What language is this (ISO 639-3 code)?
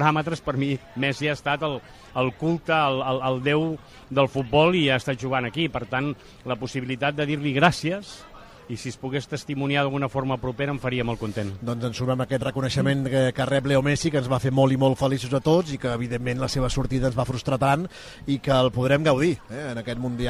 cat